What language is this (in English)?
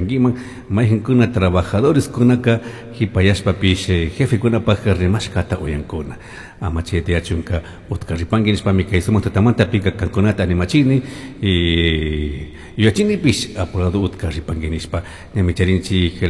Chimborazo Highland Quichua